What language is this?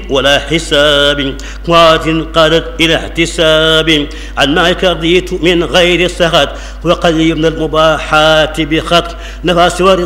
Arabic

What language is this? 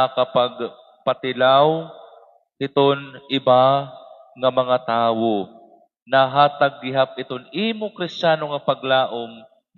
Waray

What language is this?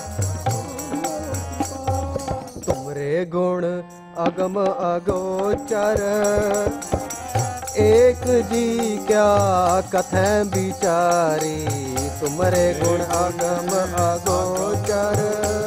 Punjabi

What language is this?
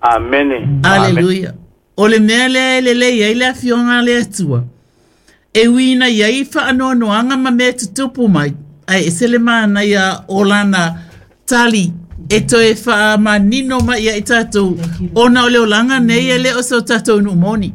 Samoan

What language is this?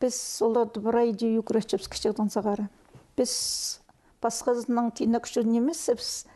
Khakas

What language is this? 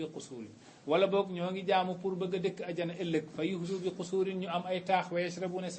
Wolof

